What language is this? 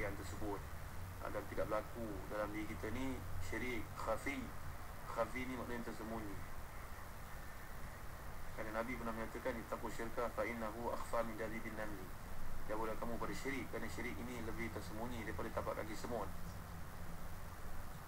Malay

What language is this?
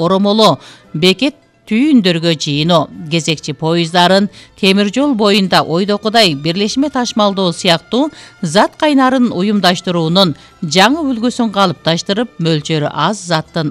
Kyrgyz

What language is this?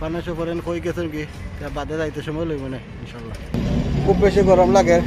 Sylheti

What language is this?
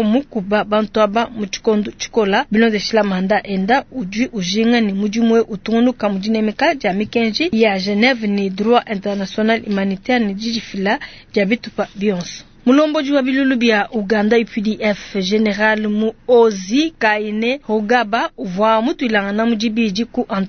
Luba-Lulua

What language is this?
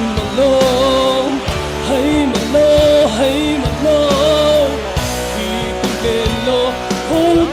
Falam Chin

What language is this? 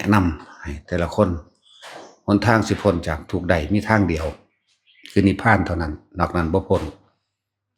Northeastern Thai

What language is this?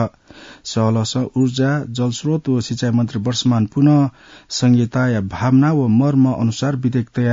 Newari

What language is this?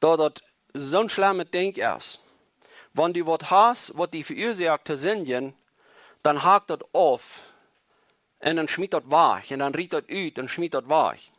Plautdietsch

